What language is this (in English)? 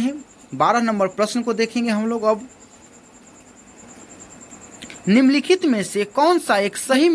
Hindi